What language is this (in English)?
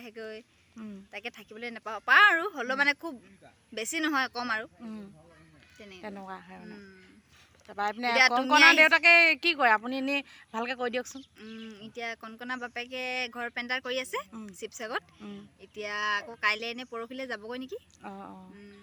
Assamese